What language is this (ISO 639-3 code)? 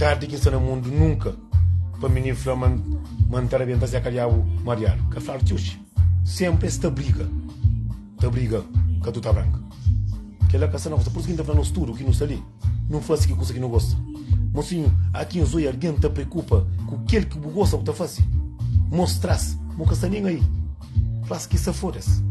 kea